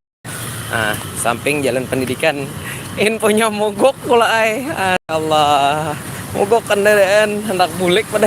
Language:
Banjar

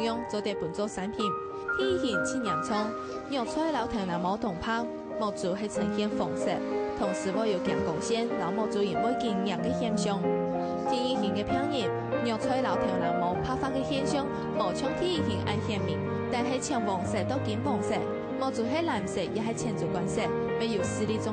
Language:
Hakka Chinese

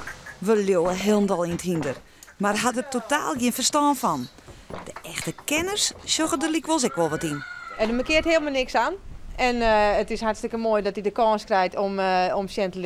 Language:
Western Frisian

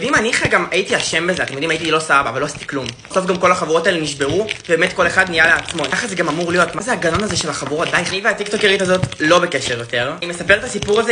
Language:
Hebrew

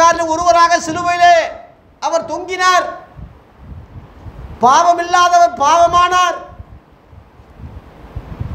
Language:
Tamil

